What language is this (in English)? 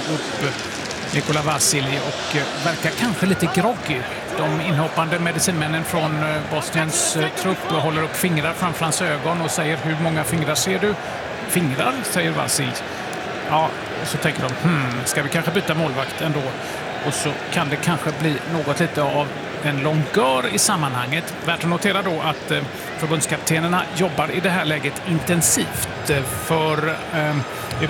Swedish